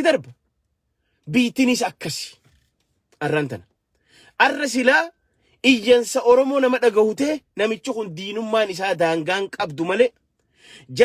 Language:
Oromo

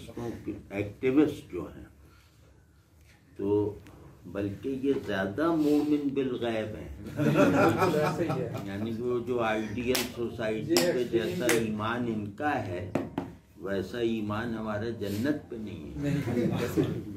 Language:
Urdu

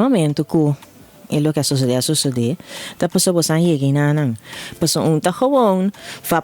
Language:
Papiamento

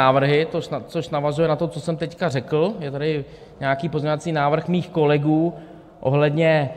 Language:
Czech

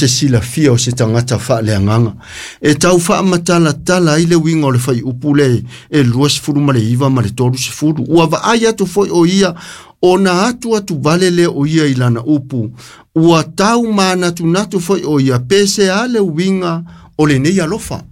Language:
Samoan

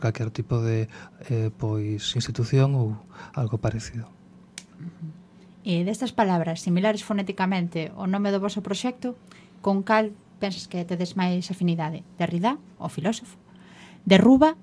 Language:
Galician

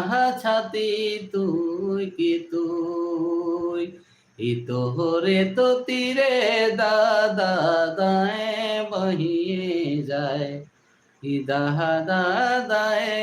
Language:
Sadri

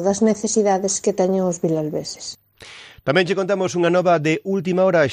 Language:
Galician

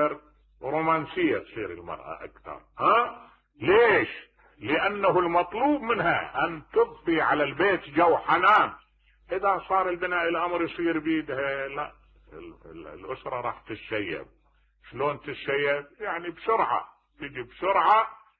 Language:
Mesopotamian Arabic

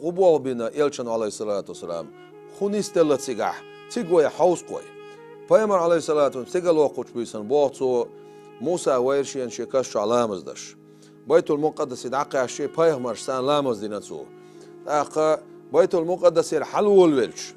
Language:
Chechen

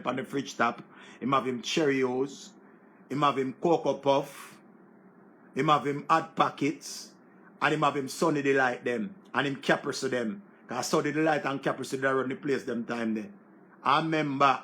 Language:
Jamaican Creole English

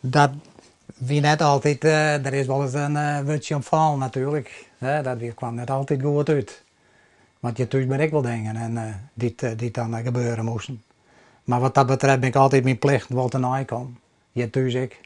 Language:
Western Frisian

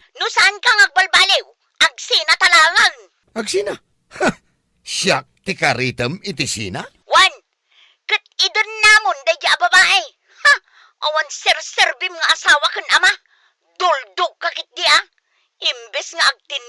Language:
Iloko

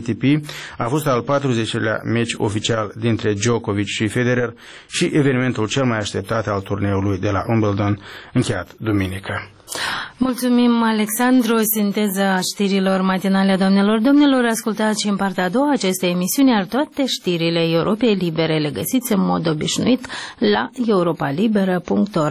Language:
Romanian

